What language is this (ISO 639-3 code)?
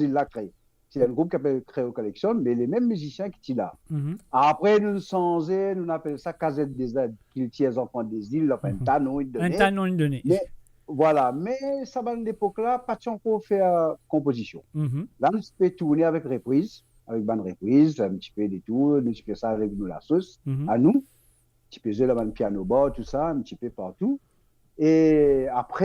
mfe